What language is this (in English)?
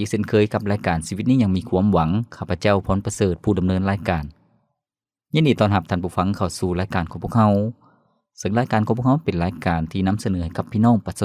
Lao